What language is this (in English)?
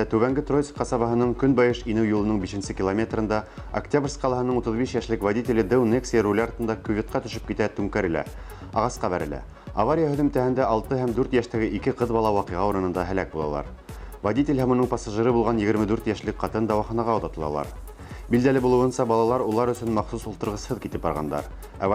Bashkir